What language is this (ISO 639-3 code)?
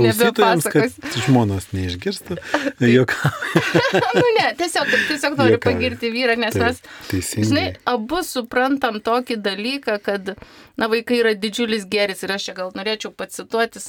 lit